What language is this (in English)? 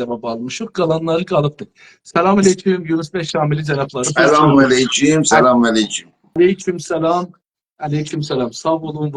South Azerbaijani